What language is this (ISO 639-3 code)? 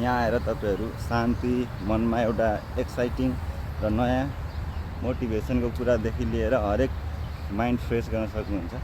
nep